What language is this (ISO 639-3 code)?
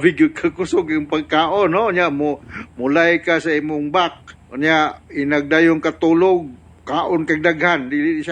ceb